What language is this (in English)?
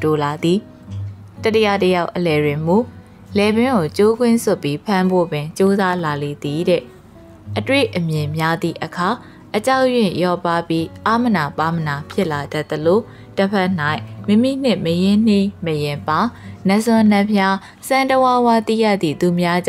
Burmese